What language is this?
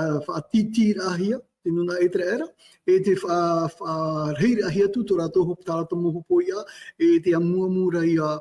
Tahitian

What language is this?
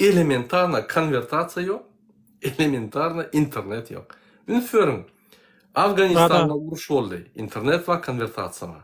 Turkmen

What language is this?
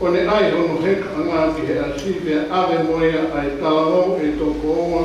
Tongan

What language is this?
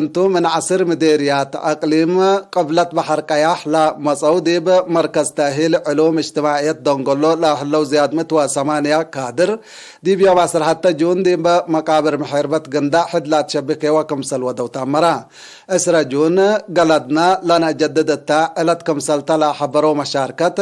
Tigre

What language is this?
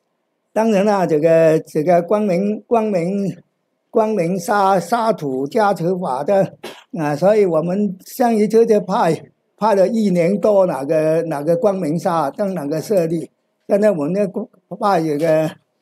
Chinese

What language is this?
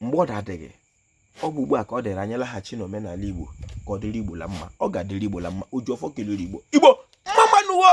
Igbo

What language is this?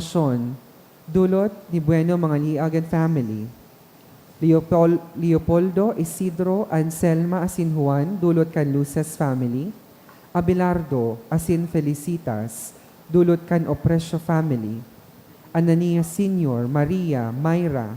Bikol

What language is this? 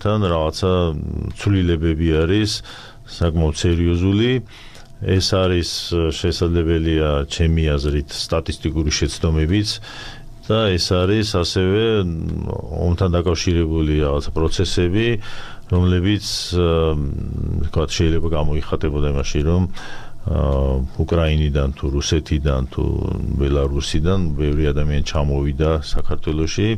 Georgian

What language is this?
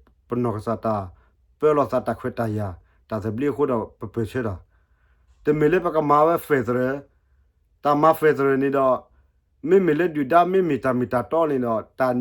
S'gaw Karen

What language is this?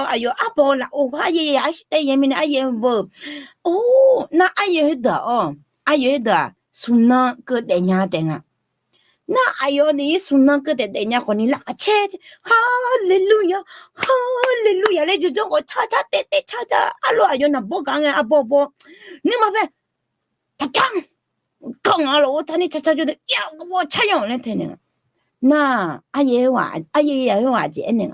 Akha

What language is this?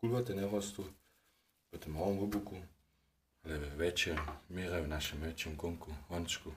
Upper Sorbian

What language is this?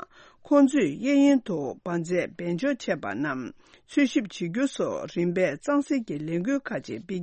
Tibetan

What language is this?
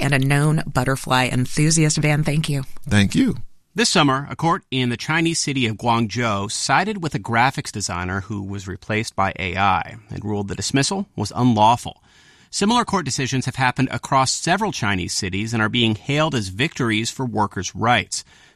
English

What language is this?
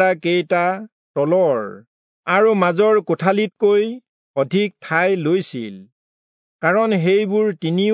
Assamese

